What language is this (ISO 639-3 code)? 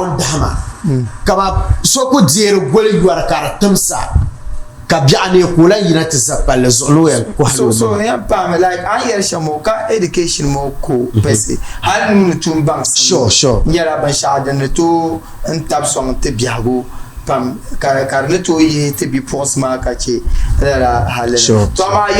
dag